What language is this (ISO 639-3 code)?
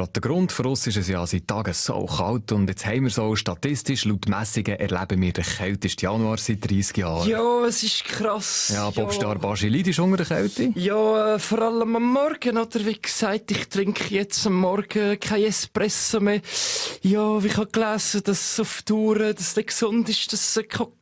gsw